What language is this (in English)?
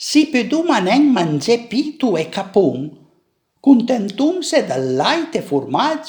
Piedmontese